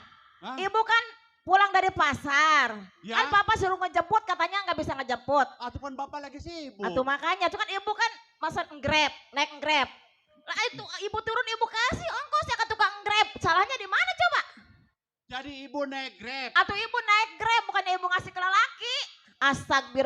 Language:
Betawi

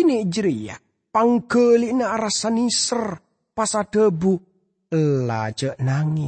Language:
Madurese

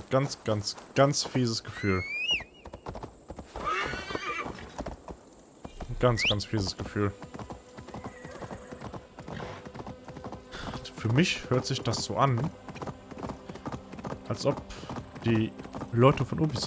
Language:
German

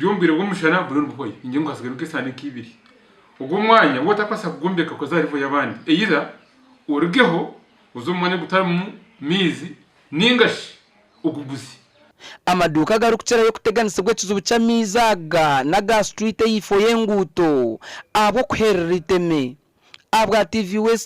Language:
Nyankole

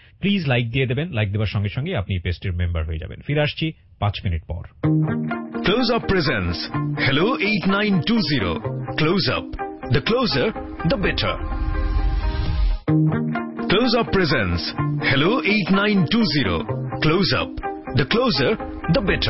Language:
Bangla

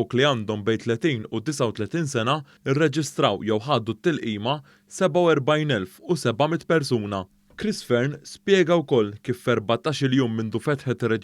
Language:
Maltese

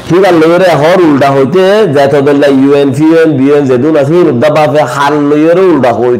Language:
Rohingya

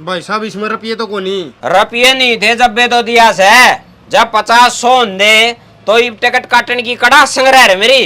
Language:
Haryanvi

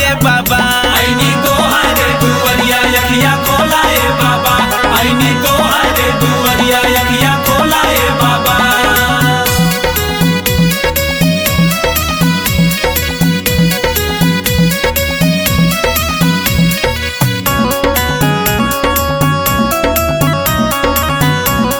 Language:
Bhojpuri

